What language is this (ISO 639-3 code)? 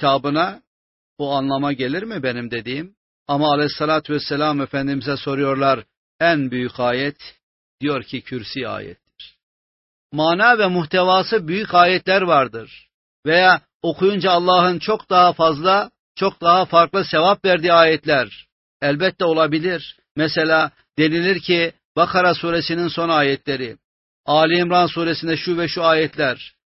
tur